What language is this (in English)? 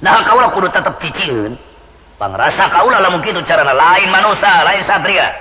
Sundanese